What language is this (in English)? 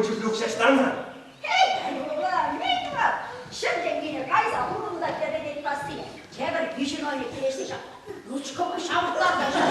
Chuvash